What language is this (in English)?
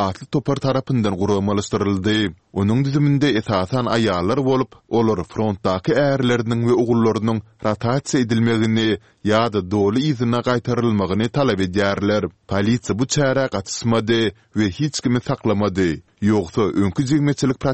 Turkmen